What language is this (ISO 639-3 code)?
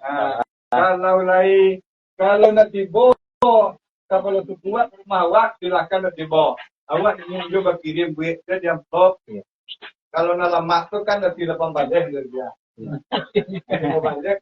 min